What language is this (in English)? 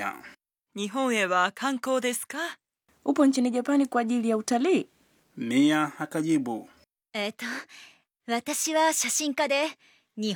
Swahili